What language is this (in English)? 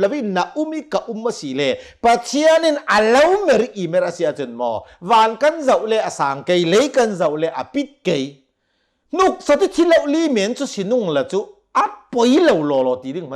Hakha Chin